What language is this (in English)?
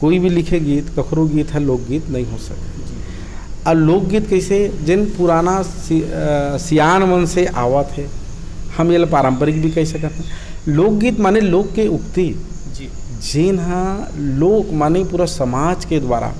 Chhattisgarhi